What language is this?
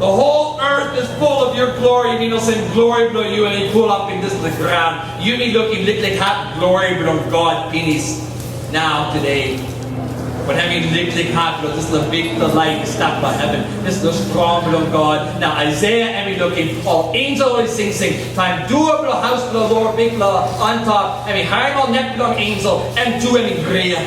Tok Pisin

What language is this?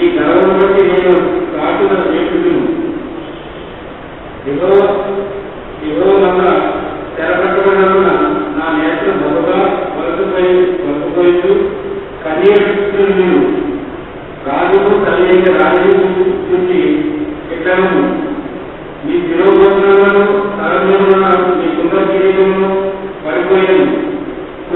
Telugu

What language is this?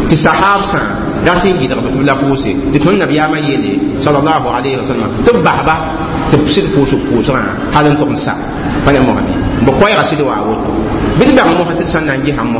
Mossi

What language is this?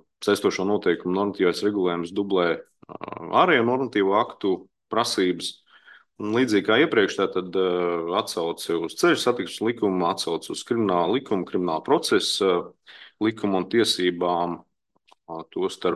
Latvian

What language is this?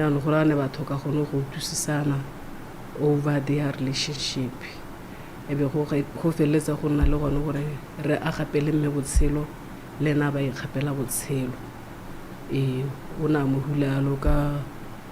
Tswana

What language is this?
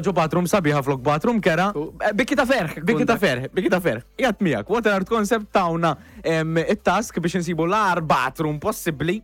Maltese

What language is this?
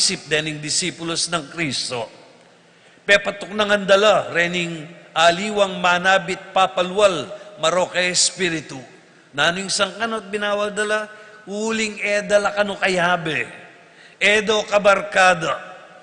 Pampanga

